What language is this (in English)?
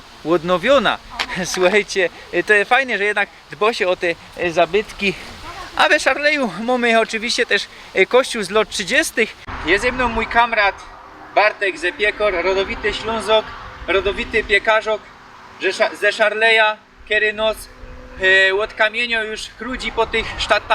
Silesian